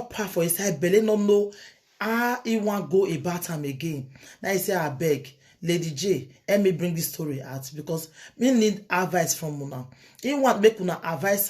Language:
Nigerian Pidgin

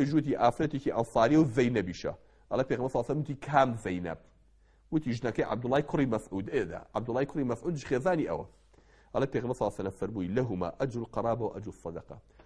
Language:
Central Kurdish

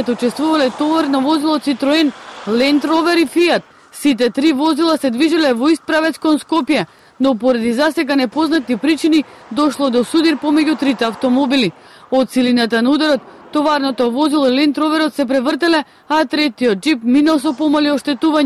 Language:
Macedonian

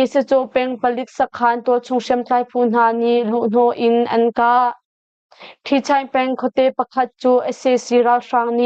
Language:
Hakha Chin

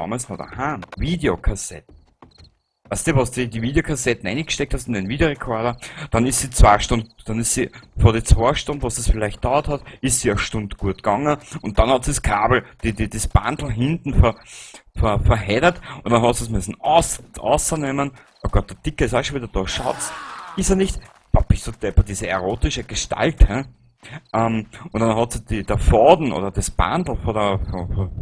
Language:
Bavarian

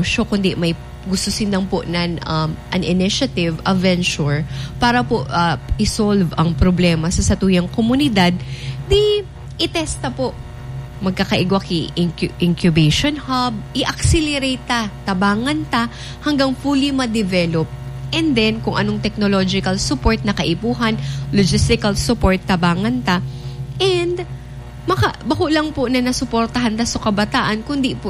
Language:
Bikol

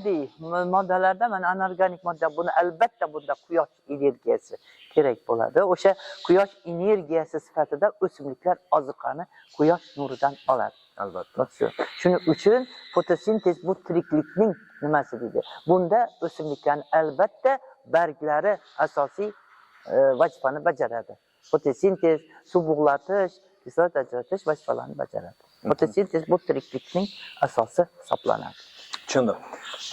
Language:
Uzbek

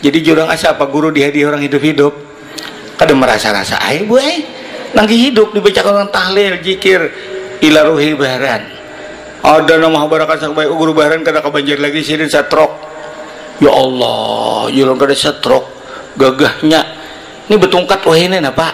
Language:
Banjar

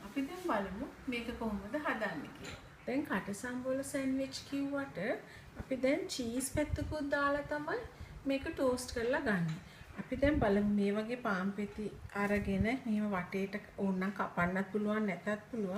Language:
Sinhala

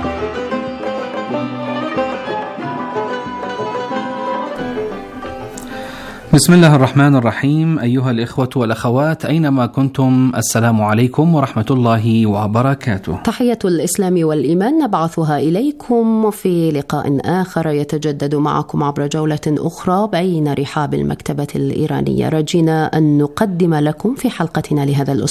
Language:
Arabic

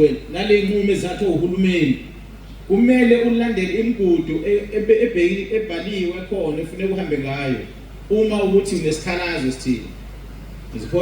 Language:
Zulu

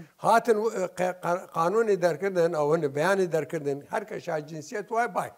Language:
Southern Kurdish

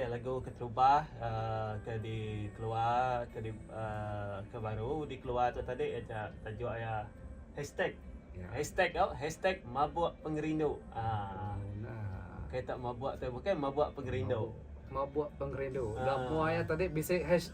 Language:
Iban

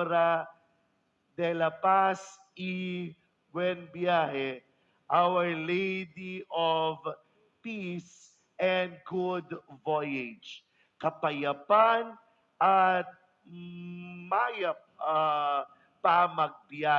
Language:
Pampanga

